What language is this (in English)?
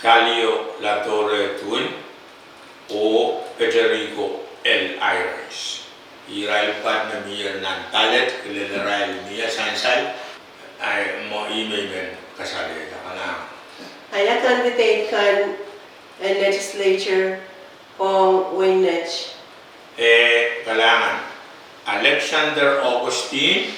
Pohnpeian